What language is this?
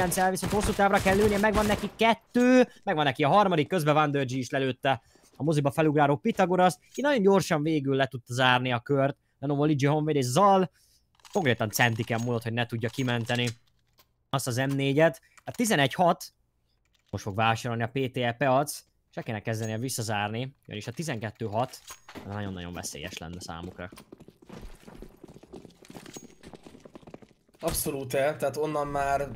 Hungarian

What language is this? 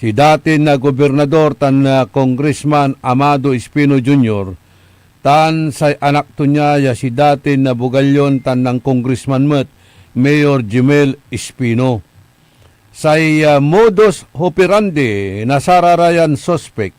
Pangasinan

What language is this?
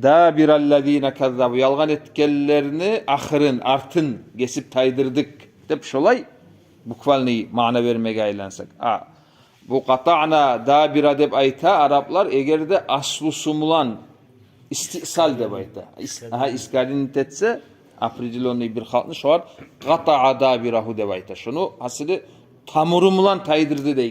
Kumyk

